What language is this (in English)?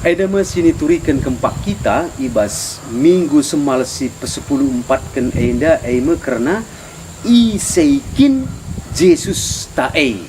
Batak Karo